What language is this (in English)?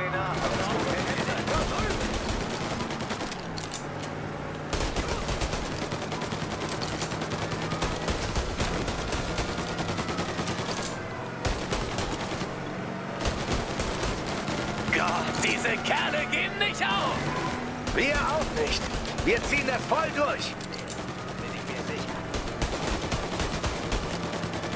German